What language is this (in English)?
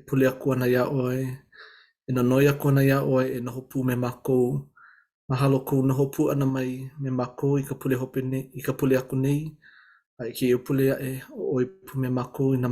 Hawaiian